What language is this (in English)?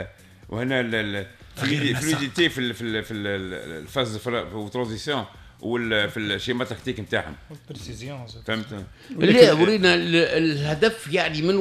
Tunisian Arabic